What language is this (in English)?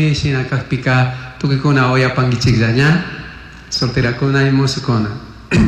Chimborazo Highland Quichua